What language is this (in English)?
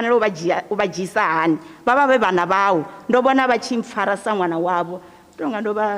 Venda